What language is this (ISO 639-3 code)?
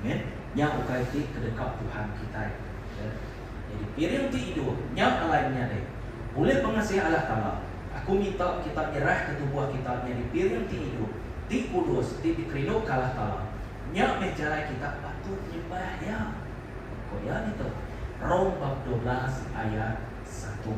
iba